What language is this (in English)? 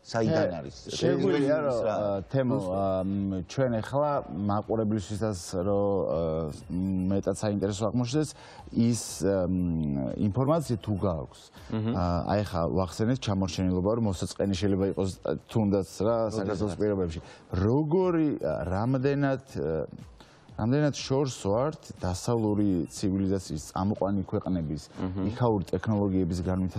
Georgian